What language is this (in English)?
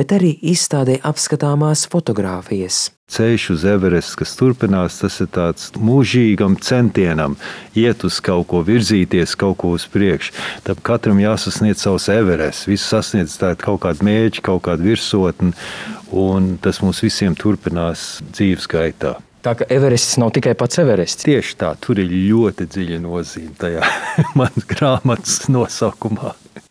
Latvian